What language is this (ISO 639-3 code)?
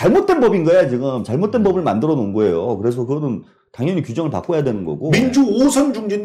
kor